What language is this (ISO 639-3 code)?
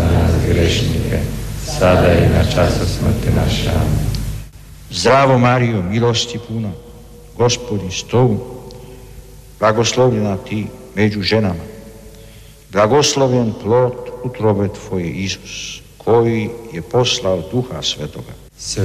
hrv